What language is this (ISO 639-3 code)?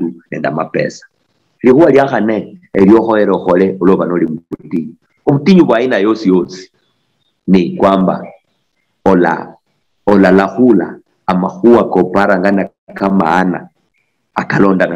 luy